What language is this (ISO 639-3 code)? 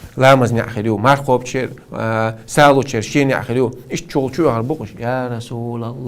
che